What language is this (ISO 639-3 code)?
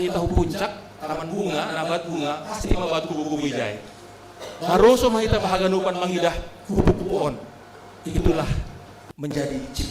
bts